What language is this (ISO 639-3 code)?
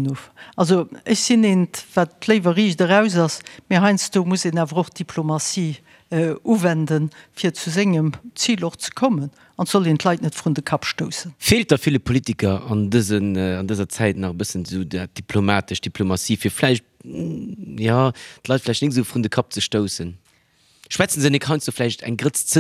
ltz